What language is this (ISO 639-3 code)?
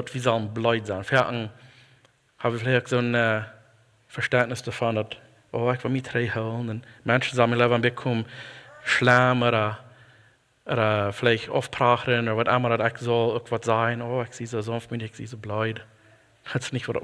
pdt